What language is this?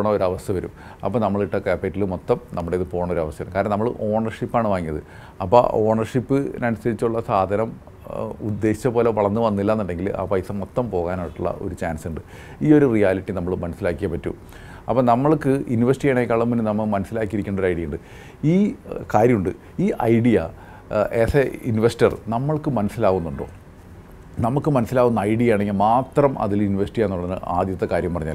Malayalam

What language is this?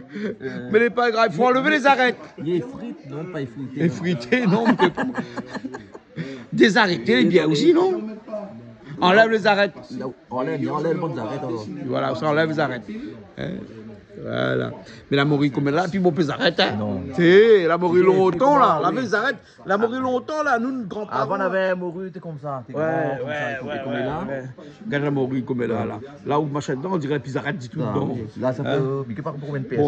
Réunion Creole French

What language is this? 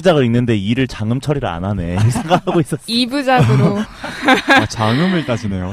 Korean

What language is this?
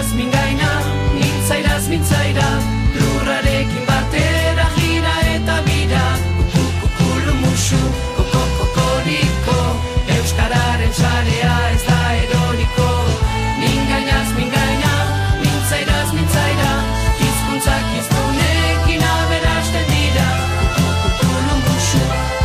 Basque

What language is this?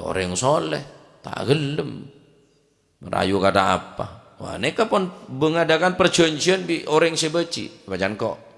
Madurese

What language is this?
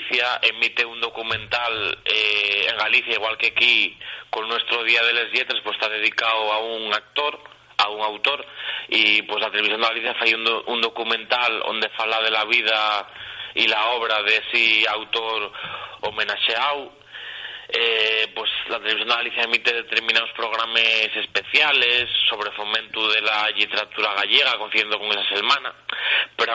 Asturian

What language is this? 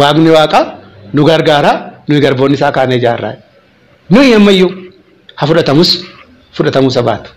Oromo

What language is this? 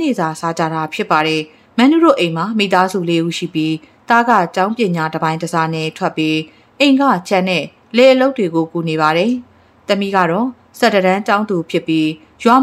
Burmese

